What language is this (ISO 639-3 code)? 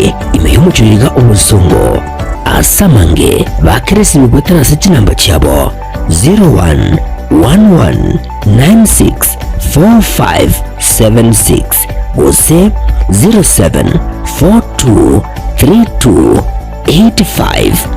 guz